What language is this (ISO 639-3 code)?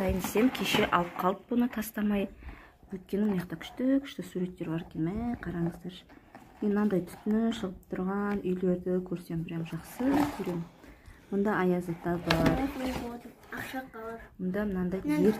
kaz